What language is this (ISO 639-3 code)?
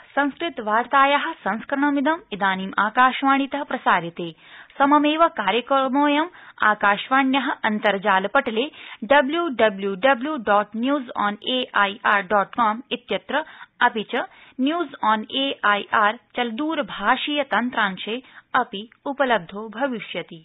san